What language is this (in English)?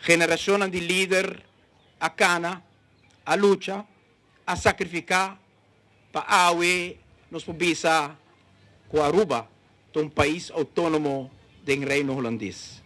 Papiamento